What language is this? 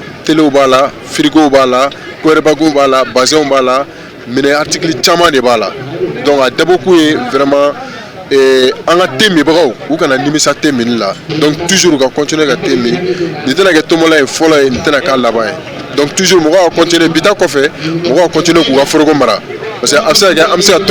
Bambara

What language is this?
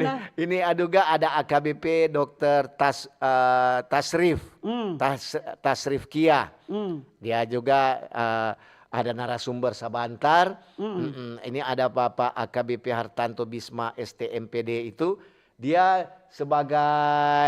Manado Malay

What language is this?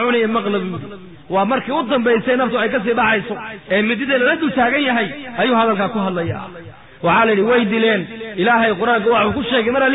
Somali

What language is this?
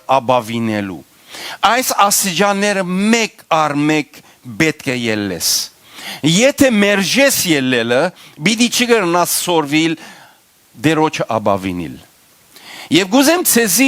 Western Armenian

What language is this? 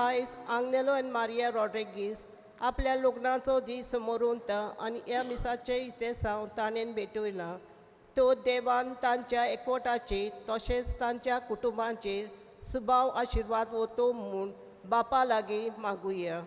Konkani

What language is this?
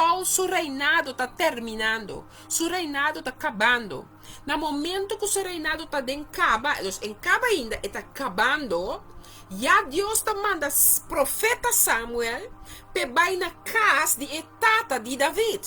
Papiamento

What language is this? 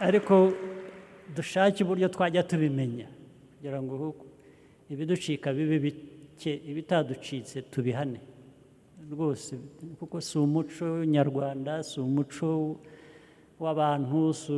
Kinyarwanda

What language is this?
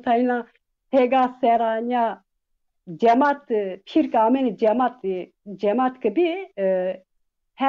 Zaza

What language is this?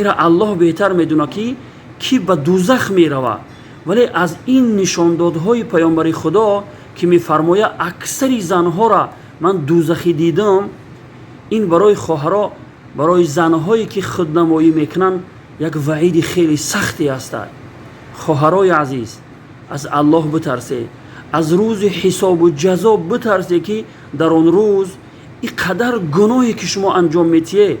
Tajik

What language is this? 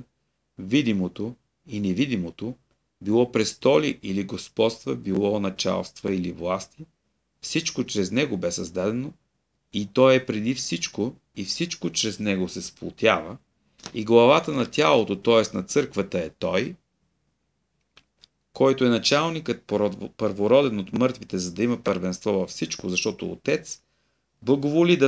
Bulgarian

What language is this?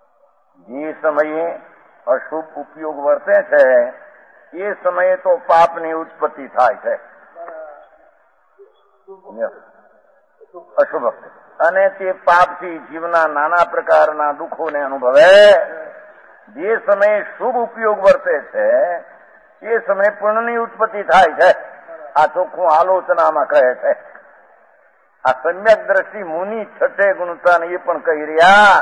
Gujarati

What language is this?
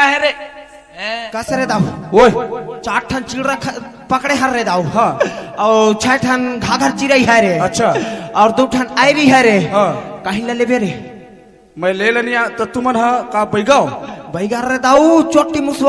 Chhattisgarhi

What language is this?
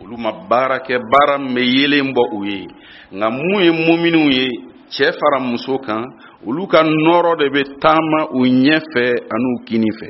Bambara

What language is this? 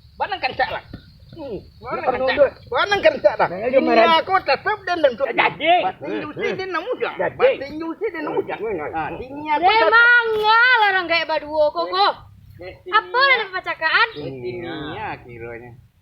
Minangkabau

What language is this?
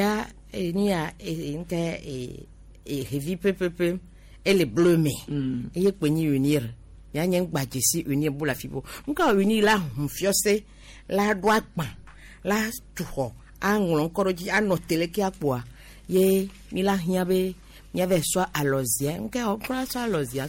Gen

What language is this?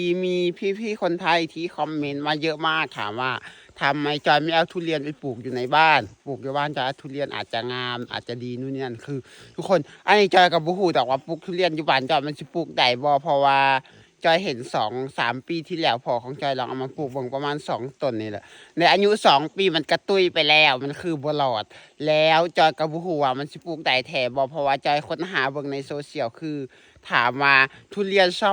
Lao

